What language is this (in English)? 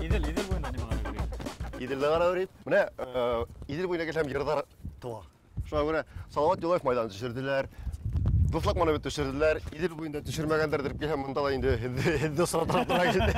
Bashkir